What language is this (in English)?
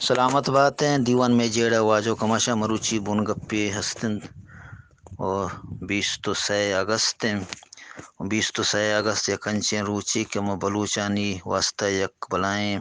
Eastern Balochi